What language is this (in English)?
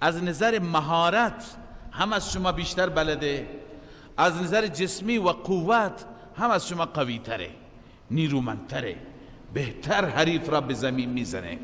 Persian